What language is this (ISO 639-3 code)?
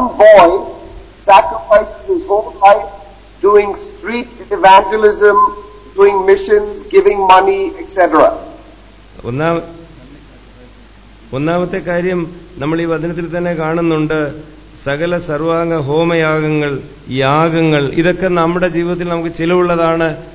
mal